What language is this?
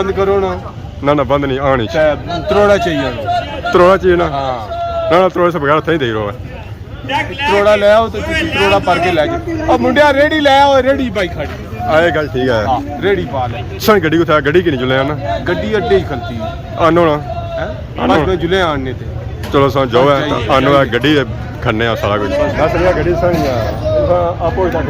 Pahari-Potwari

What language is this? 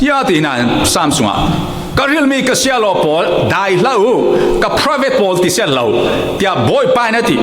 Falam Chin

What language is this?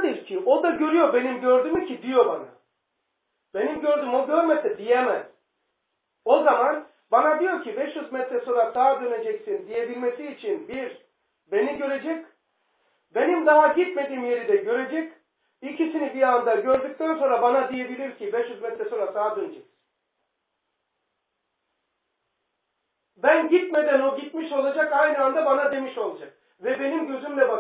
Turkish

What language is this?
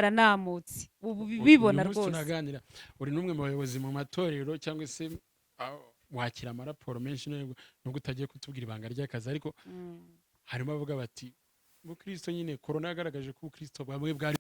Kinyarwanda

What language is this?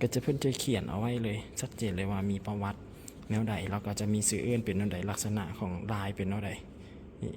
Lao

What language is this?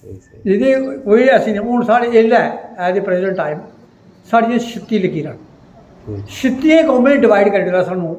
Dogri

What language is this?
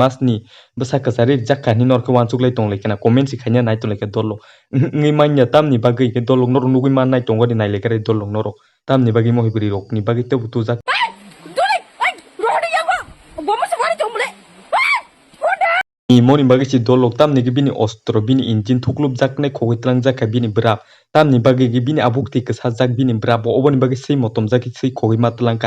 Kok Borok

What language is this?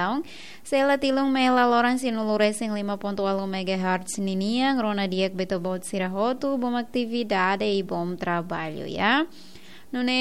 Tetum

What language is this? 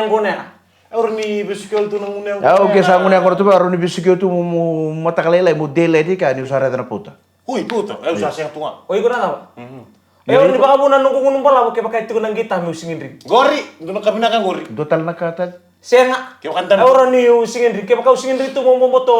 Fijian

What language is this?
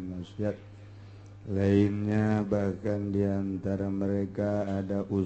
Sundanese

